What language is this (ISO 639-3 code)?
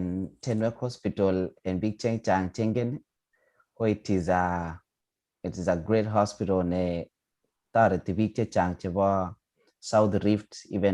kln